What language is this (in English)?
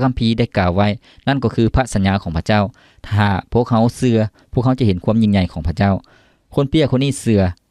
Lao